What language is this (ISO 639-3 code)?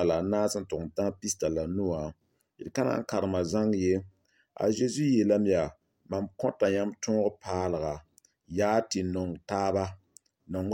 mos